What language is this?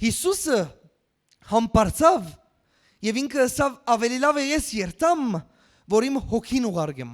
Western Armenian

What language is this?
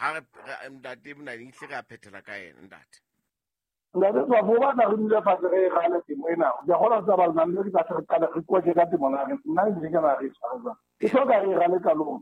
Southern Sotho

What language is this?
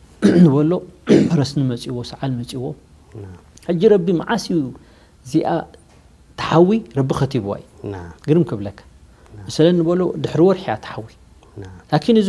Tigrinya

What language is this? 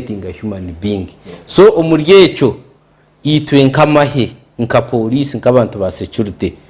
Nyankole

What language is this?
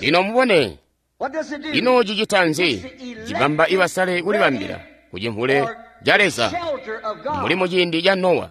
Tonga (Zambia)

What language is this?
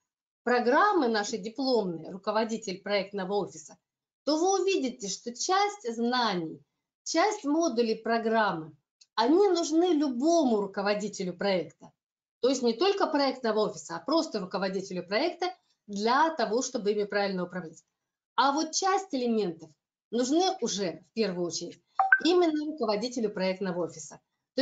Russian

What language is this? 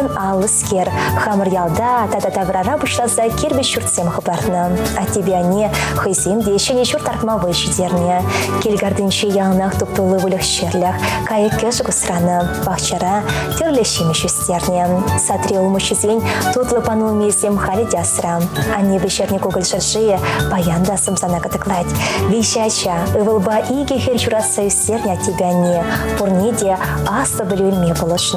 Chuvash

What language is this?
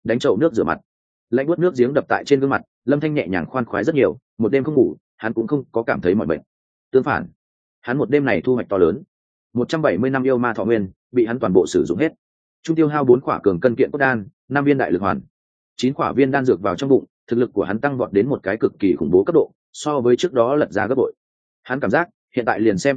Vietnamese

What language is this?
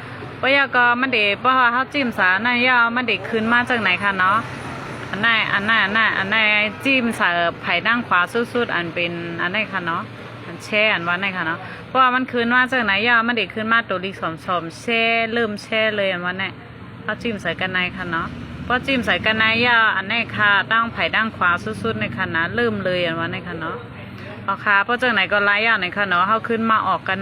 Shan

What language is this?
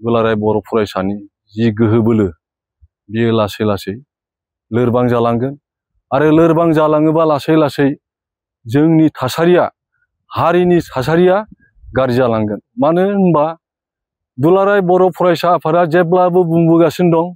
Bodo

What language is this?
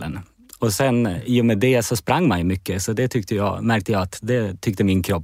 Swedish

